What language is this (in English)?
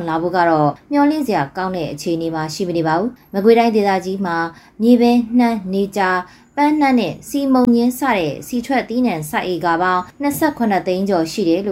Burmese